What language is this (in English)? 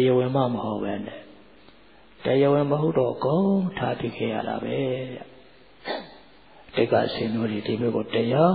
Burmese